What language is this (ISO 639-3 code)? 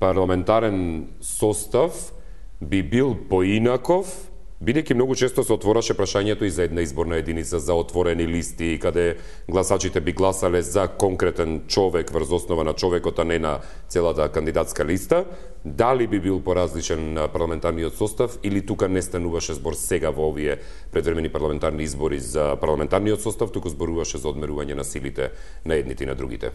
mkd